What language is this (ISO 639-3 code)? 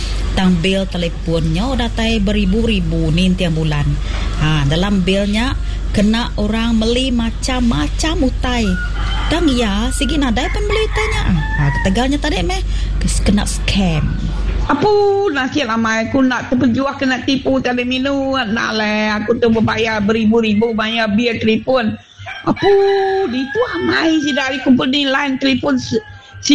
iba